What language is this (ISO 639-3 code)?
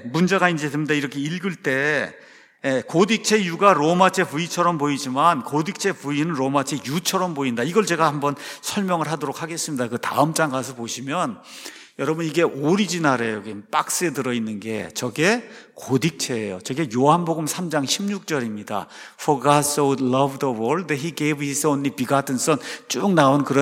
kor